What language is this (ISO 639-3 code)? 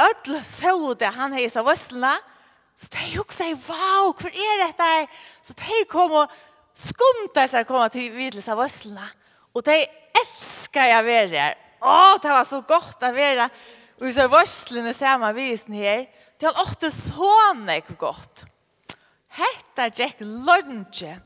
fao